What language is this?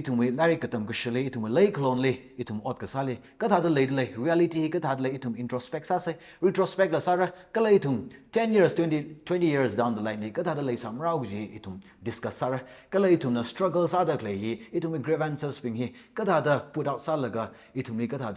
Tangkhul Naga (India)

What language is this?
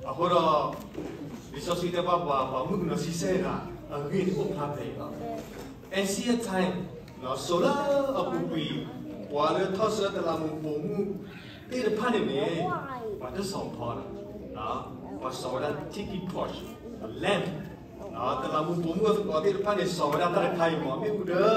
S'gaw Karen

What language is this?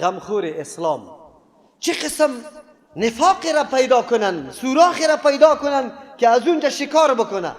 Persian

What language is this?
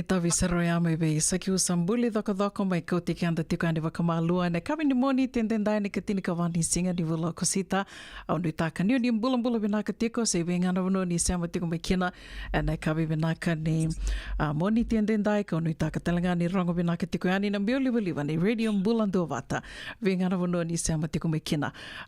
Fijian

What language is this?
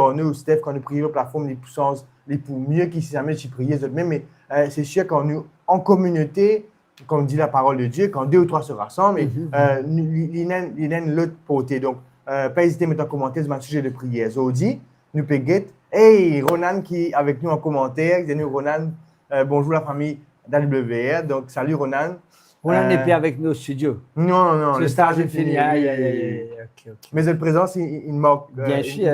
Morisyen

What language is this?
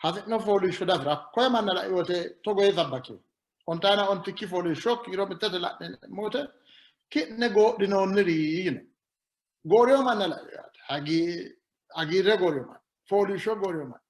Sidamo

